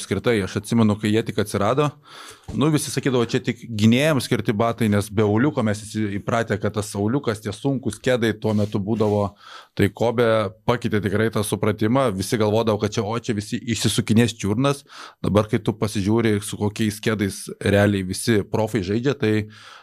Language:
Lithuanian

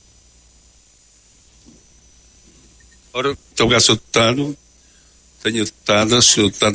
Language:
Portuguese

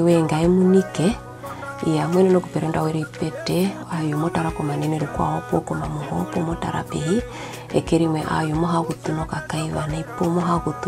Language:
Herero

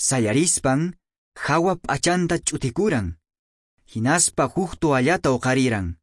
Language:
Quechua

